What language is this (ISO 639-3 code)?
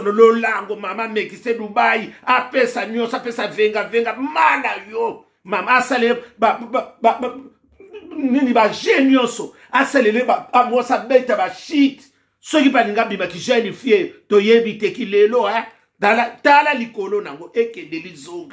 lin